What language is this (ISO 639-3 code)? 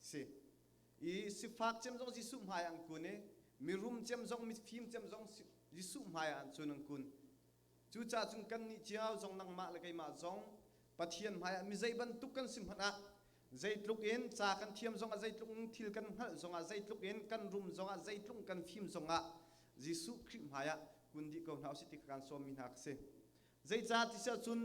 cnh